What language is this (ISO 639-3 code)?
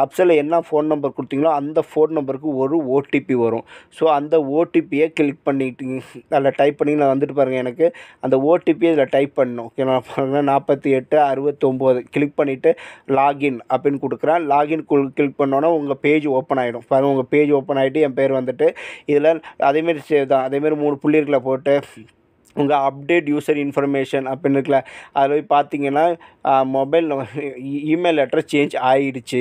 tam